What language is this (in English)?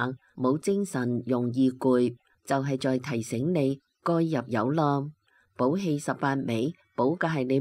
Cantonese